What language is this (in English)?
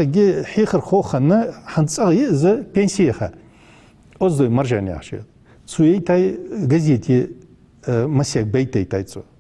Ingush